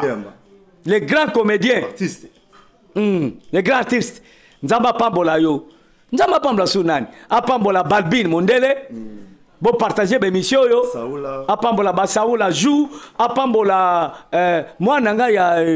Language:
Lingala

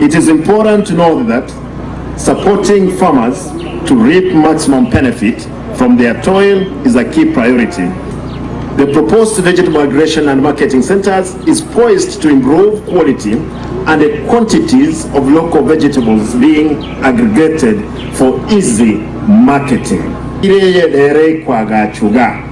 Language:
Gusii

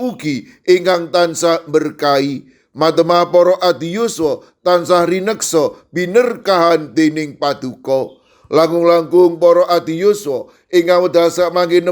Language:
Javanese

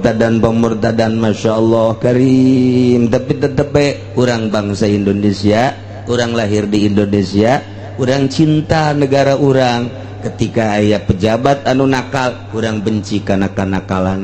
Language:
Sundanese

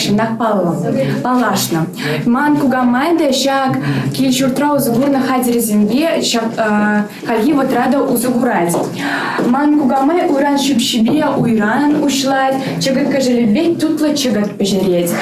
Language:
Chuvash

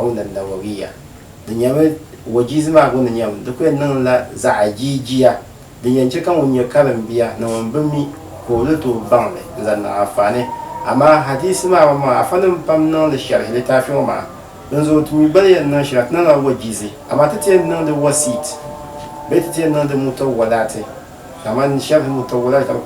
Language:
Dagbani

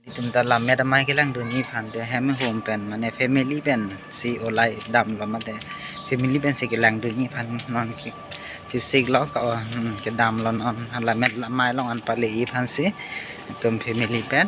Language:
Karbi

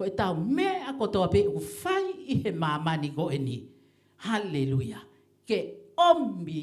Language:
Tongan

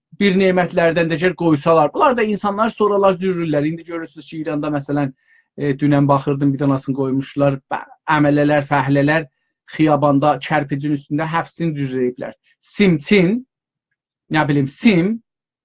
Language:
South Azerbaijani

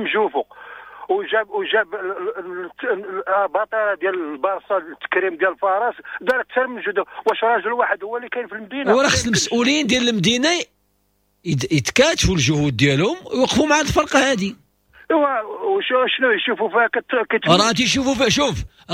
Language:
Moroccan Arabic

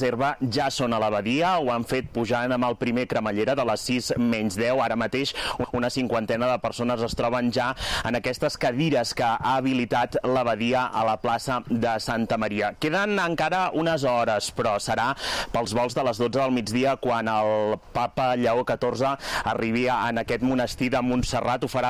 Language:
Catalan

